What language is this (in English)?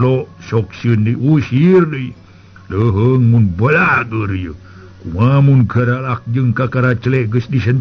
Sundanese